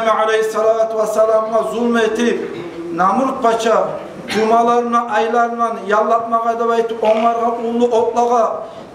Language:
Kumyk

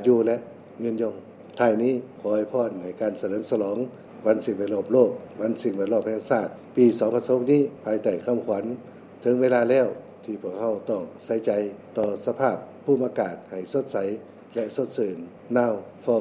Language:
Lao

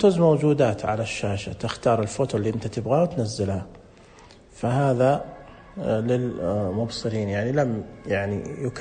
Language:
Najdi Arabic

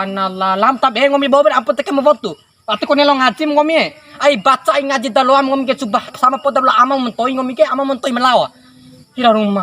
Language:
Bima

